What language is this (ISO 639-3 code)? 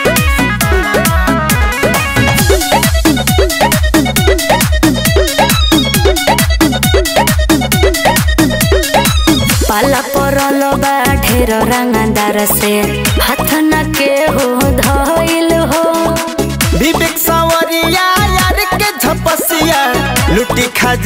bho